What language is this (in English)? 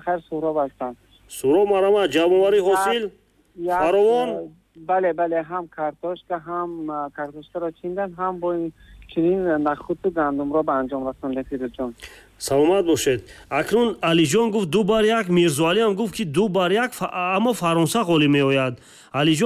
Tajik